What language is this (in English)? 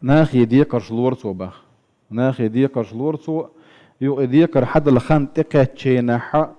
Chechen